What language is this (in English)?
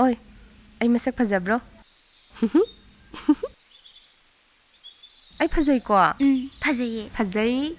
Manipuri